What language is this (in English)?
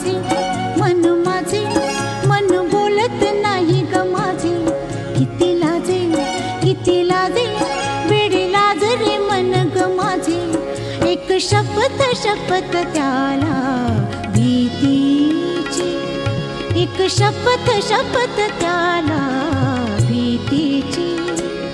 Marathi